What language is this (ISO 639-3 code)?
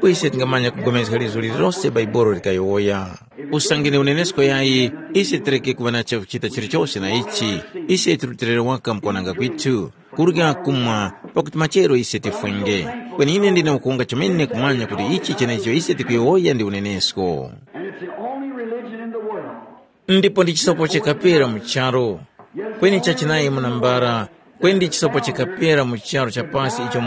tum